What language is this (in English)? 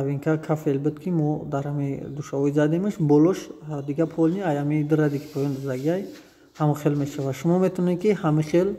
Tajik